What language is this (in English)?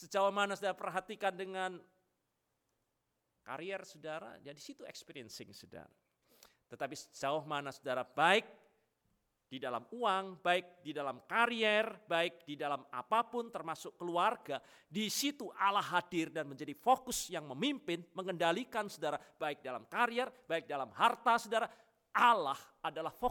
Indonesian